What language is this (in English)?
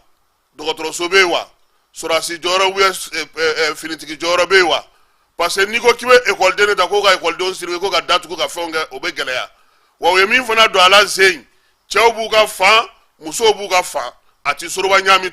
Bambara